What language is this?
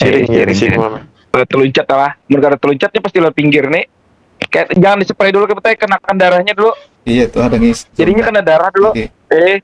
Banjar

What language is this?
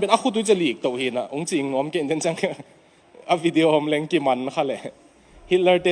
Tedim Chin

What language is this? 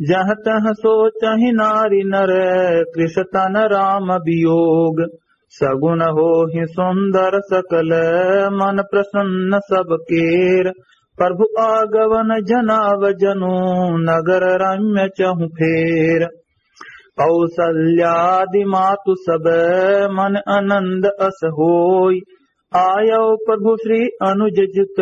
Awadhi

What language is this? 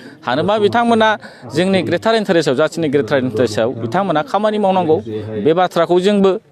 Bodo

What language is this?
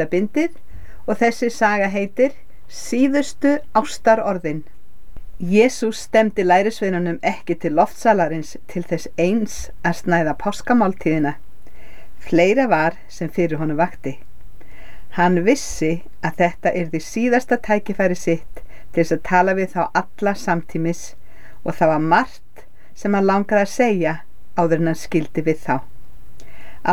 Icelandic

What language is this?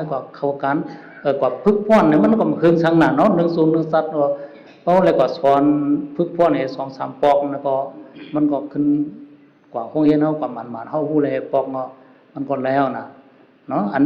Shan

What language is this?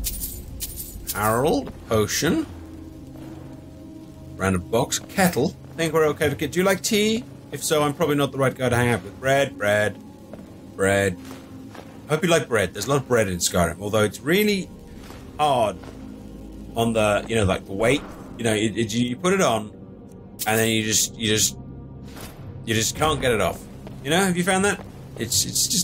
English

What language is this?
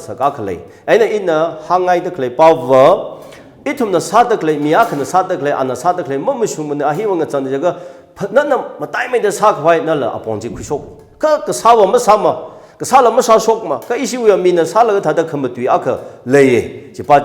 Tangkhul Naga (India)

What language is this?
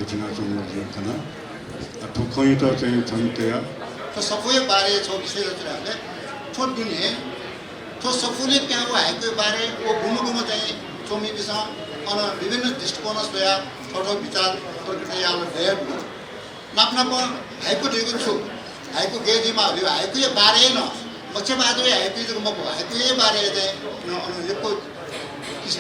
Newari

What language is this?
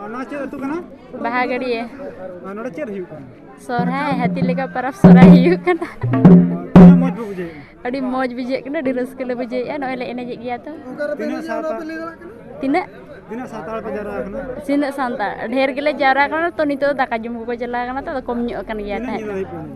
Santali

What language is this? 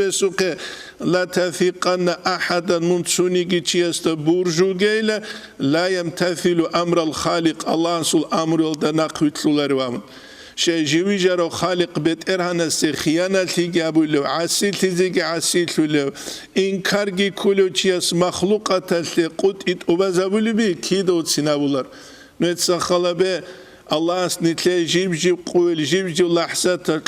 Avaric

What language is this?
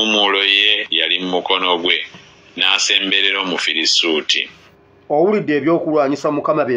Ganda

